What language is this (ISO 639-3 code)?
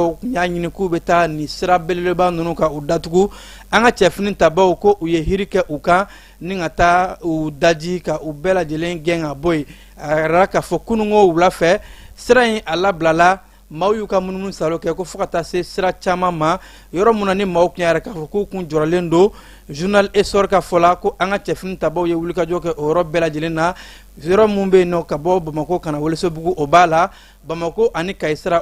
bam